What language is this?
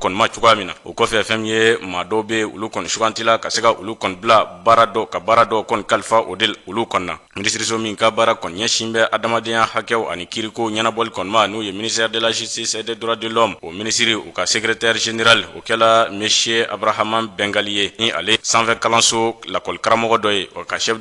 Bambara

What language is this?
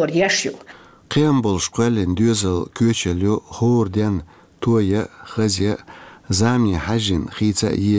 Chechen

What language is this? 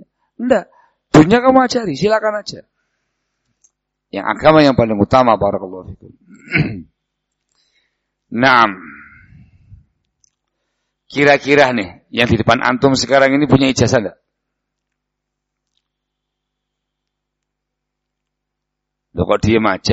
Indonesian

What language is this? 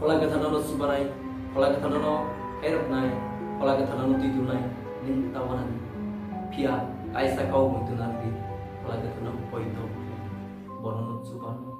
Kok Borok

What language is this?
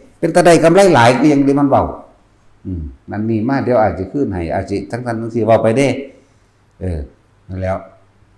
Northeastern Thai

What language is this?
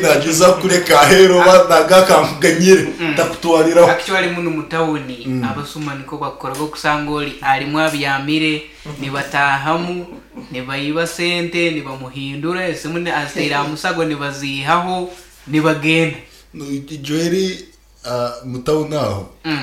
Nyankole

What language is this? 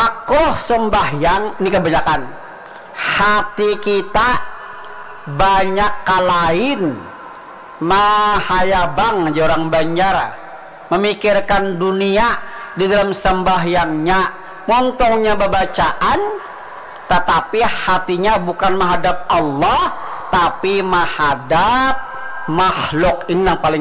Banjar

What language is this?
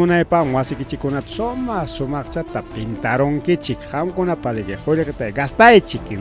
Ayacucho Quechua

